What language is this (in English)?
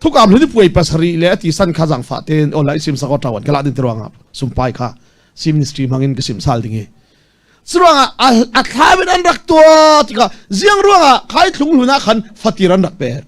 Falam Chin